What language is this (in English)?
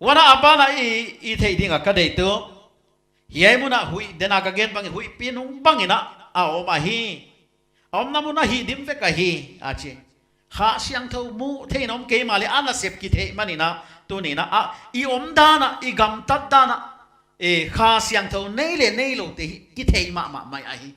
Paite Chin